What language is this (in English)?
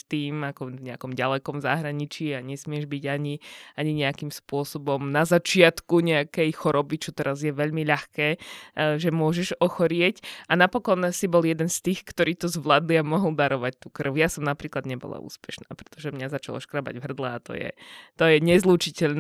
Slovak